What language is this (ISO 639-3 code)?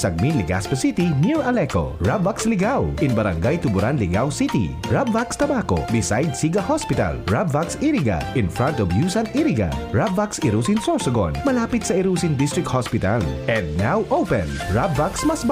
bik